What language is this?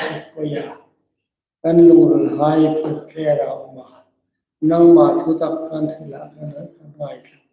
Hmar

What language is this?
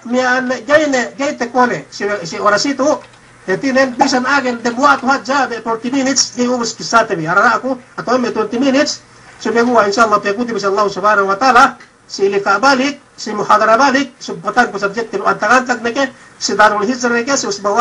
Yakan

